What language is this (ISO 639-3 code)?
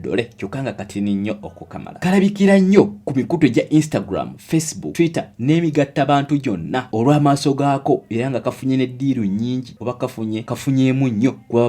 lug